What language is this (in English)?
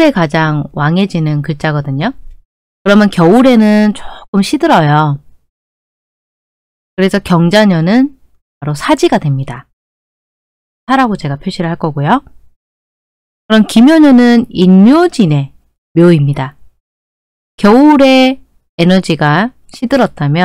Korean